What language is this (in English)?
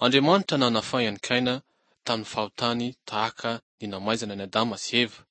Malagasy